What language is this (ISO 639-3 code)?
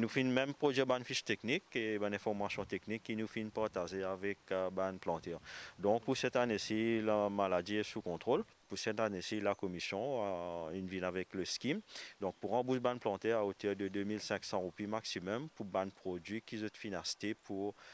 mfe